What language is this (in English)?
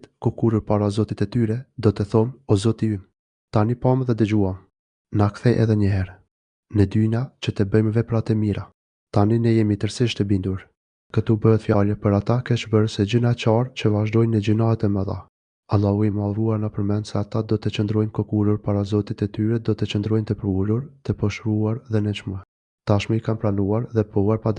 Albanian